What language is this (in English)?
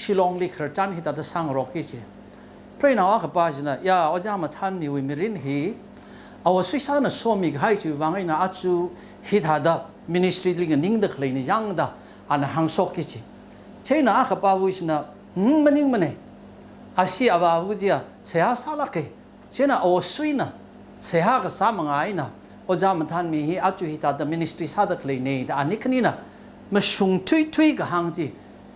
Tangkhul Naga (India)